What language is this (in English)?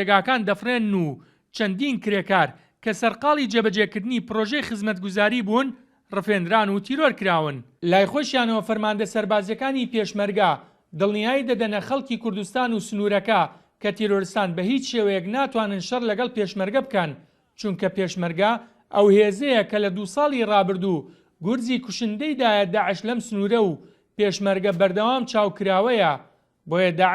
Central Kurdish